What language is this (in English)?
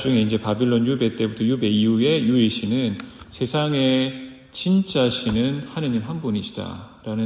Korean